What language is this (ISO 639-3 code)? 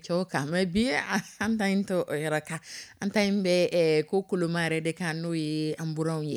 dyu